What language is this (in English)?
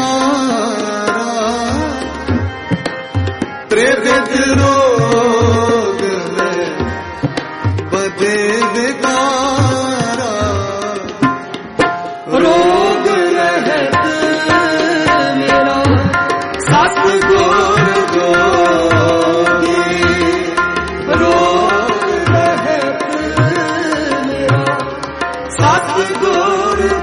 Punjabi